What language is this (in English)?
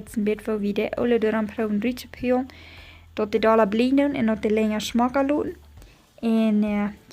Plautdietsch